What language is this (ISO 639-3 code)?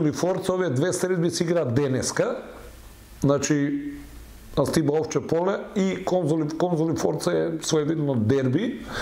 mkd